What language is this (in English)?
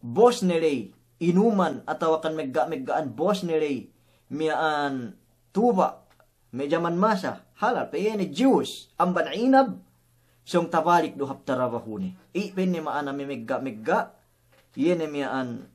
Yakan